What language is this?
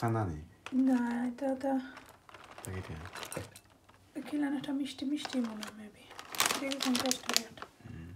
Sylheti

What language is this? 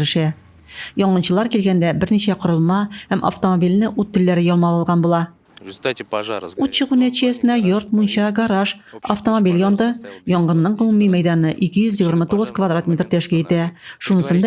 Tatar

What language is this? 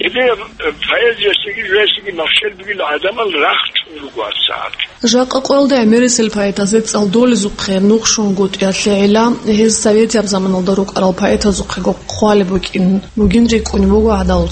Avaric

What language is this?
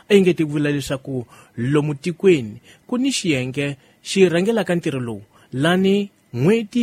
Tsonga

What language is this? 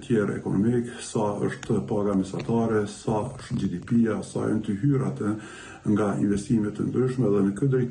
Albanian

